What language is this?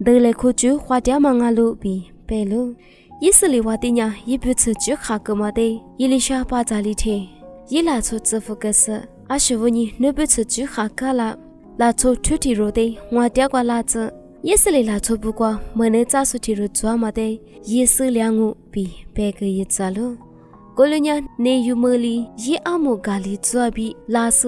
Lisu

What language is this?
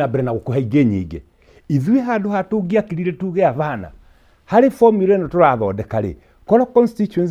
Kikuyu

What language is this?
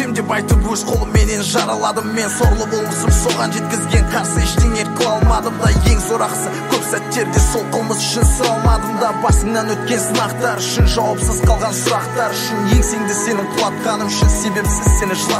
Kazakh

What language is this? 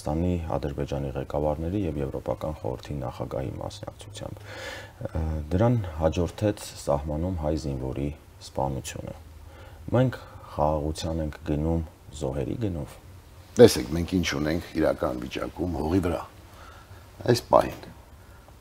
Armenian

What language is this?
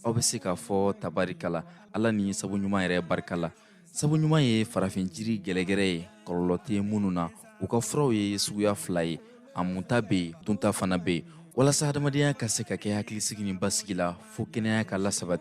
Bambara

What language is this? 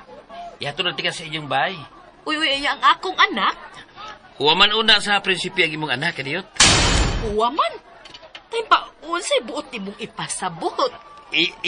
Cebuano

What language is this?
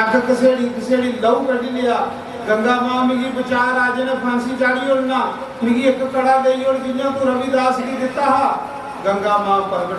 Dogri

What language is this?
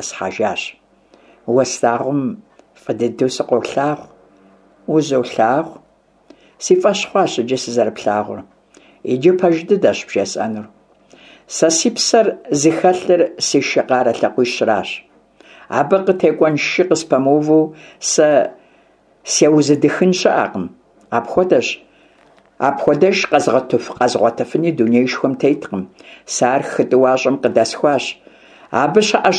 Kabardian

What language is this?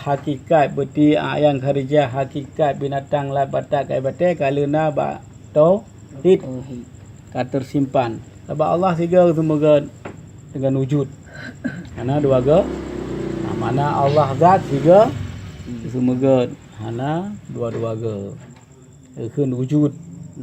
Achinese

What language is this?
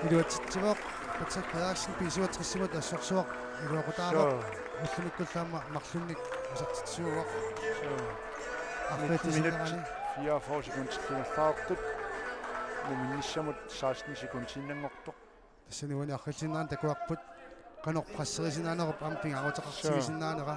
Kalaallisut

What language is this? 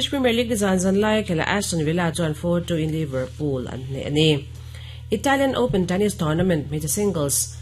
Mizo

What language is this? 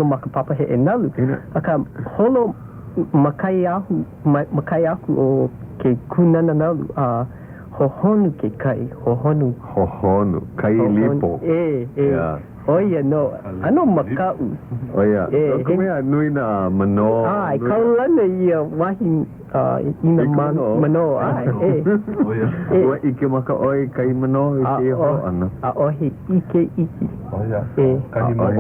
Hawaiian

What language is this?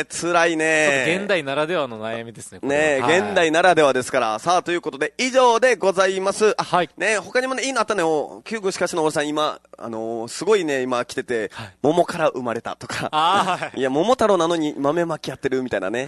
Japanese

